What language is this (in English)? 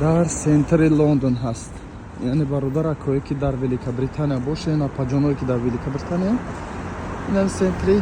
Tajik